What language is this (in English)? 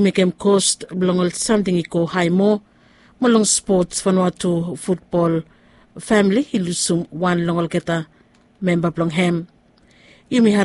Bislama